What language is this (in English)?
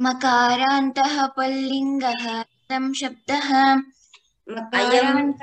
Sanskrit